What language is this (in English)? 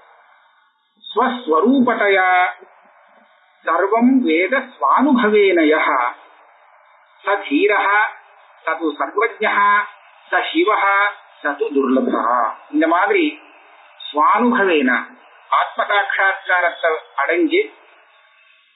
Tamil